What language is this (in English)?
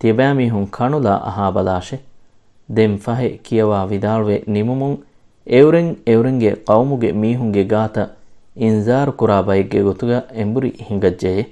Divehi